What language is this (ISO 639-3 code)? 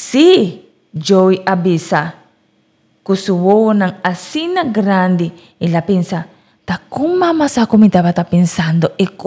pap